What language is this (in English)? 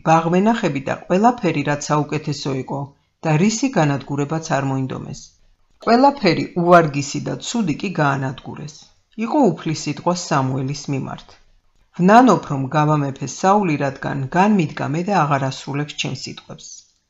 Georgian